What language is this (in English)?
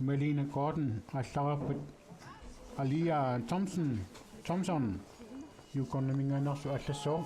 Kalaallisut